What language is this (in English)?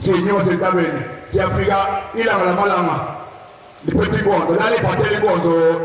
Zulu